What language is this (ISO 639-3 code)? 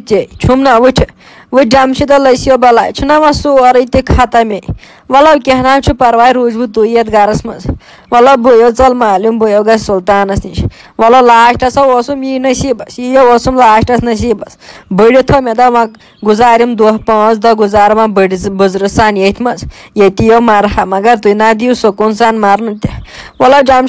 kas